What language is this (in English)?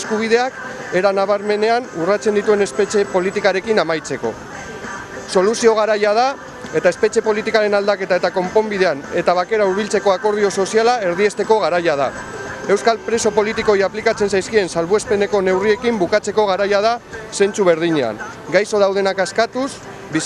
Basque